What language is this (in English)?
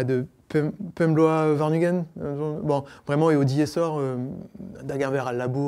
Breton